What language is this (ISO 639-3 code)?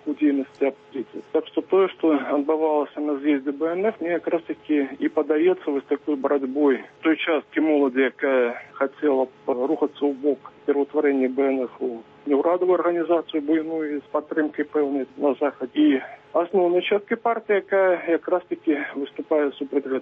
bel